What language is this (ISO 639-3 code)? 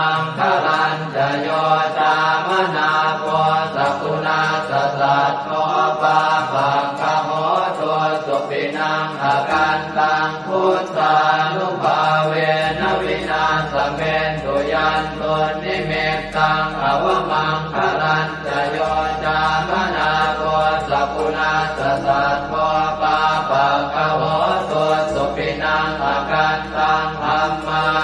pli